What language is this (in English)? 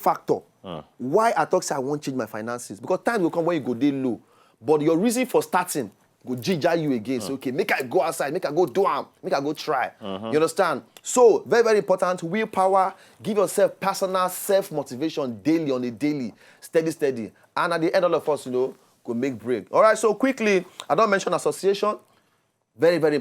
Nigerian Pidgin